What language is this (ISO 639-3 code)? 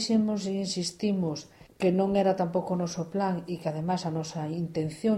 glg